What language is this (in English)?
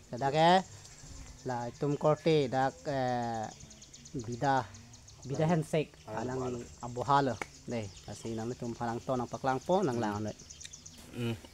Karbi